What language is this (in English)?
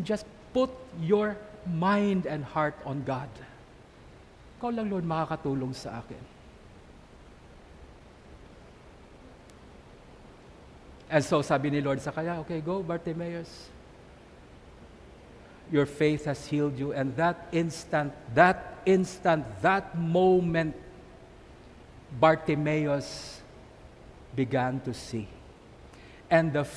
Filipino